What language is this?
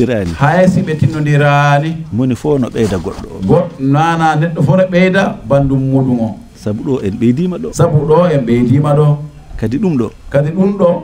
Fula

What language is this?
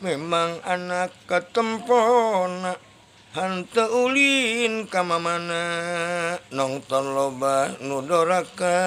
Sundanese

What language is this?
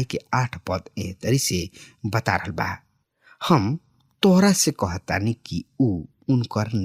Bhojpuri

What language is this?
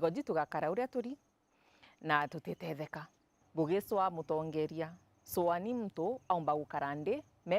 Meru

